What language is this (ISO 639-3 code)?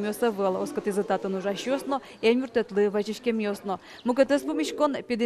udm